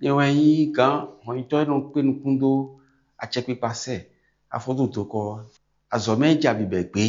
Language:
Fon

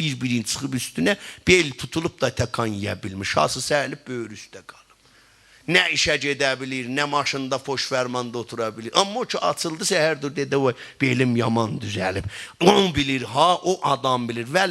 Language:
South Azerbaijani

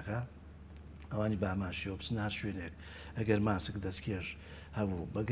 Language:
Central Kurdish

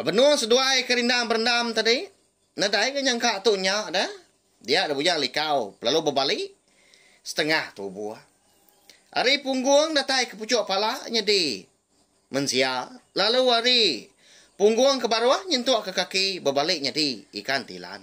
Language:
Iban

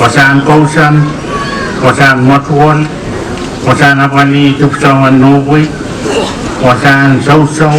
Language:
Pohnpeian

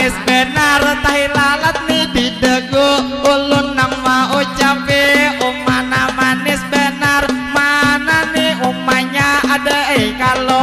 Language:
Banjar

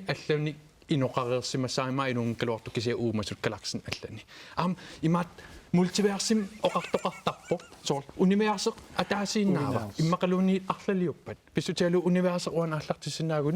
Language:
Kalaallisut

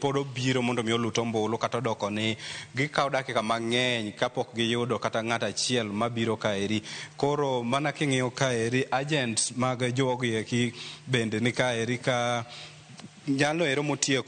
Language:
Luo (Kenya and Tanzania)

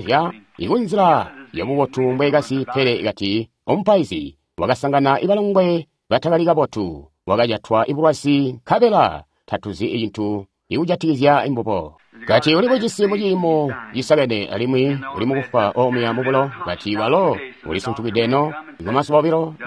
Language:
Tonga (Zambia)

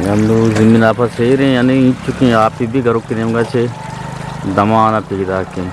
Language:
Eastern Balochi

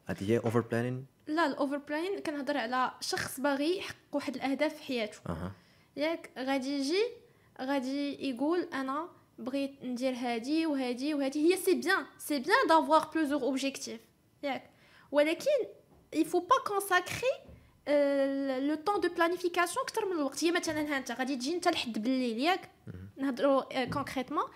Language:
Moroccan Arabic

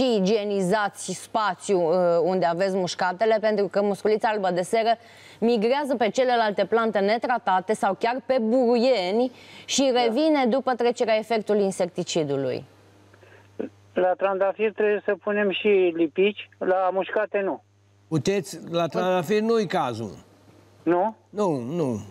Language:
Romanian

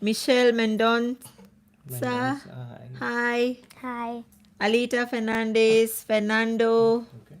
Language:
Konkani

